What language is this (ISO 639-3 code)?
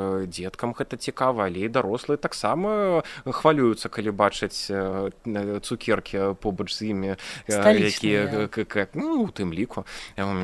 bel